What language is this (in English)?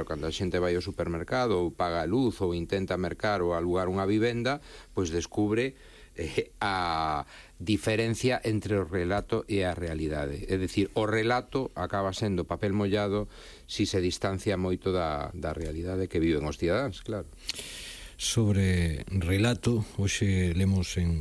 Galician